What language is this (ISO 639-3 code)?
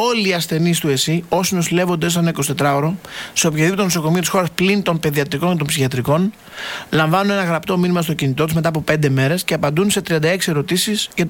ell